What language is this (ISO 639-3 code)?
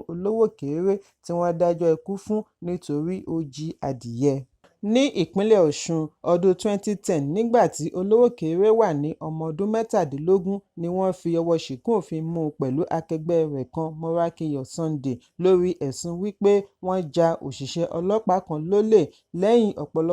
yor